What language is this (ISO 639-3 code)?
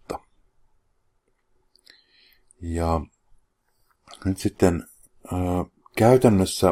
fin